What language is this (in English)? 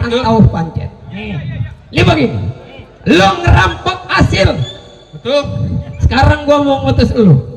Betawi